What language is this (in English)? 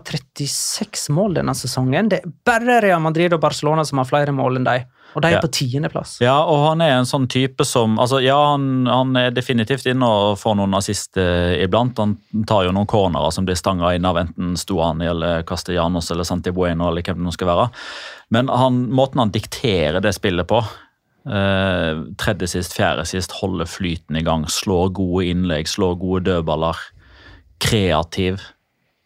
Norwegian